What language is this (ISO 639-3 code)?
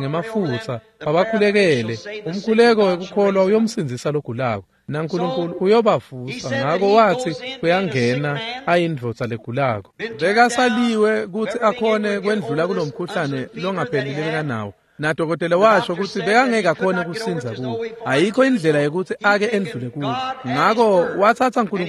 ssw